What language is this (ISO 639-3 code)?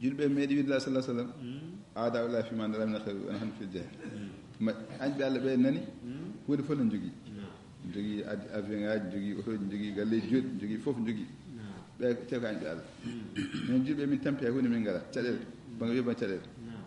ful